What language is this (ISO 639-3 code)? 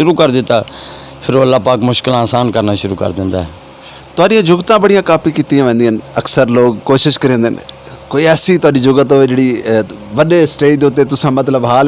skr